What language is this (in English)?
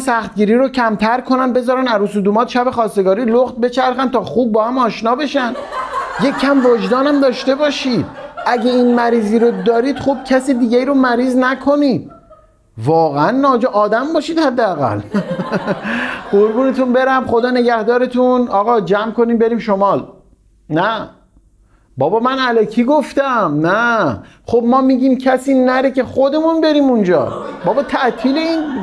Persian